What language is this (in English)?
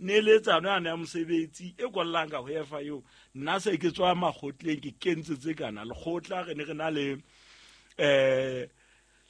Southern Sotho